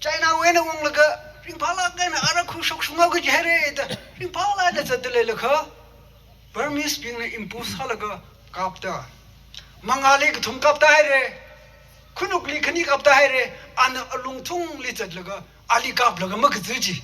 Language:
Tangkhul Naga (India)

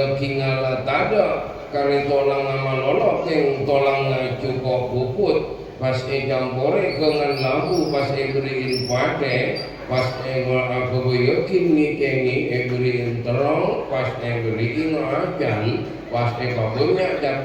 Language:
Madurese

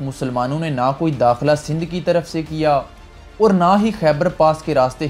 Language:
Urdu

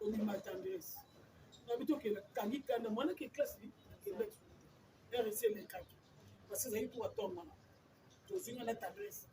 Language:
Lingala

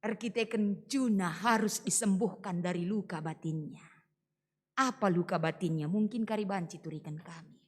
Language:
Batak Karo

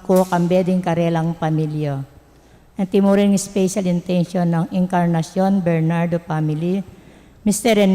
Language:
Pampanga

